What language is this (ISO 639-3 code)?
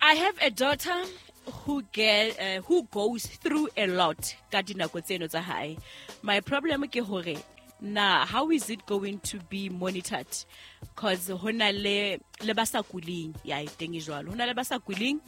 sot